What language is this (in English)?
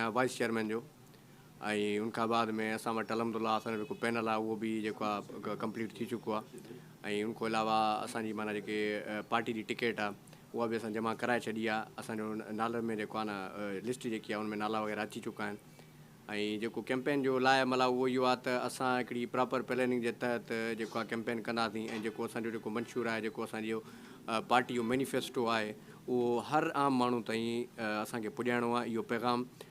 Sindhi